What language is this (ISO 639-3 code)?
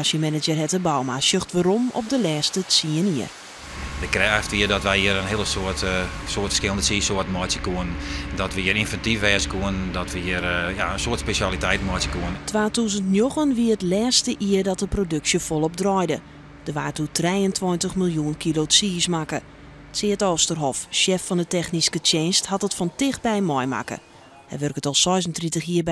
fry